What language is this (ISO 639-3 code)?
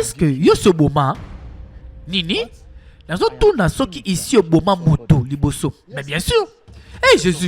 lin